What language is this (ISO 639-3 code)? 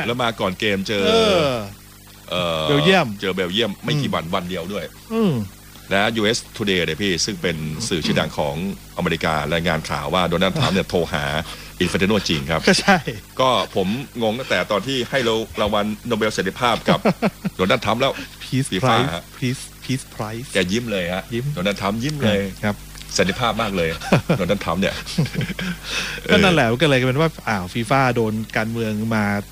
tha